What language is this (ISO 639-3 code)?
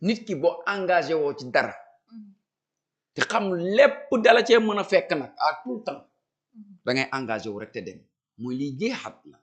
wol